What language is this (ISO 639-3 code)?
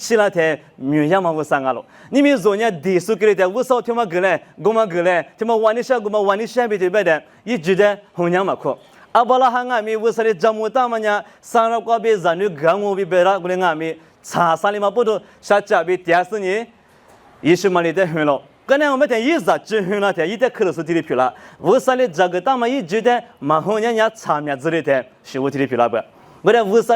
lis